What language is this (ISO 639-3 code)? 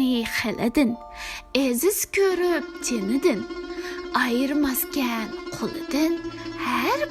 uig